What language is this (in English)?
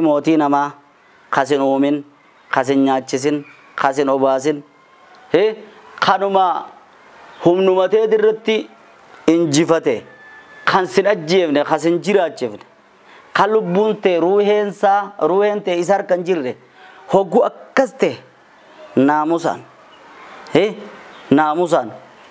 Oromo